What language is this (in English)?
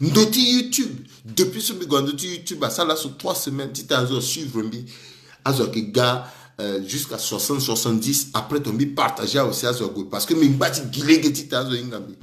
Sango